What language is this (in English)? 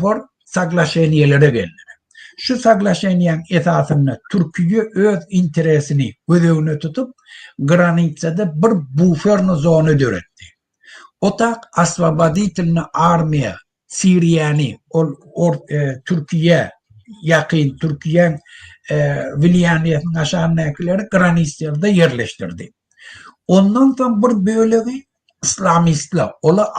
Turkmen